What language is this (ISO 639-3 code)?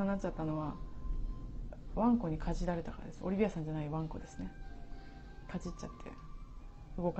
jpn